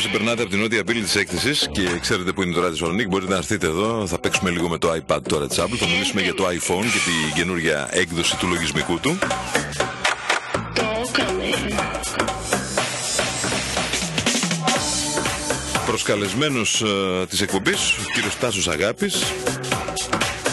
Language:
Greek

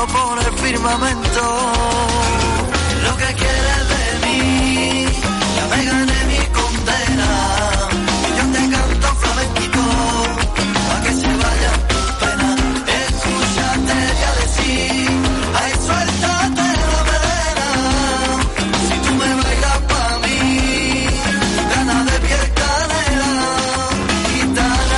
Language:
Spanish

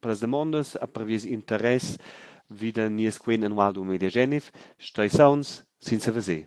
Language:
Romansh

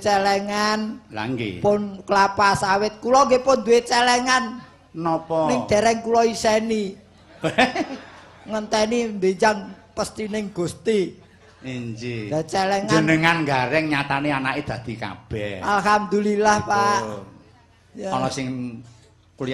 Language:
Javanese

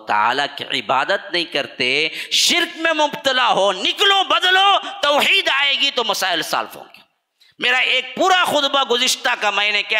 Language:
Urdu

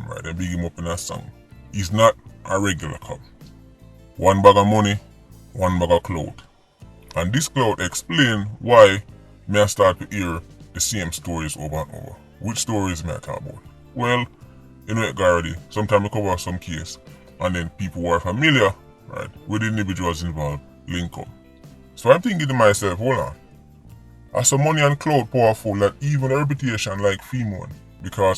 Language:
Jamaican Creole English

